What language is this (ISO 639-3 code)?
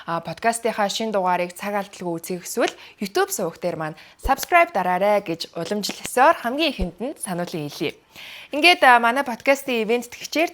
mon